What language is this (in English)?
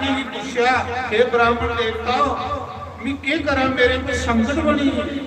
Dogri